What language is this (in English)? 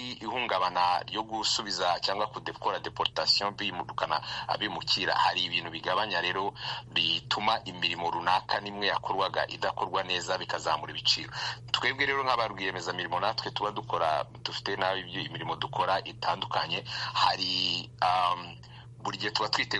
Kinyarwanda